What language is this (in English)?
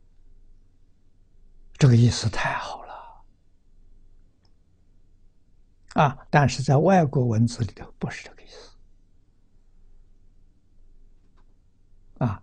Chinese